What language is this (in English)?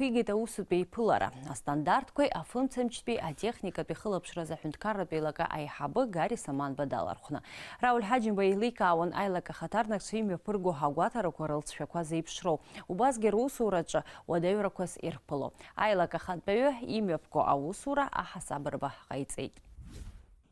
Abkhazian